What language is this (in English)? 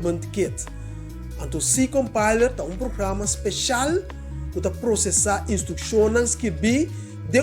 Papiamento